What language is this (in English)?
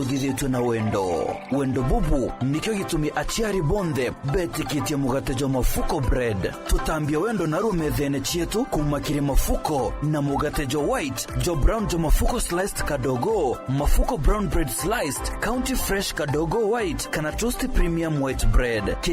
Meru